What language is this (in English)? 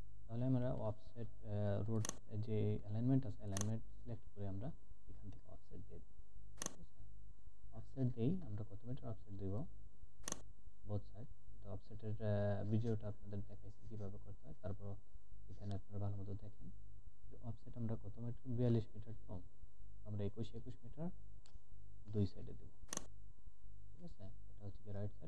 Bangla